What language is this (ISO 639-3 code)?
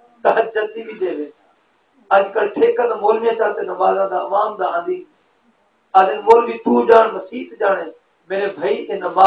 skr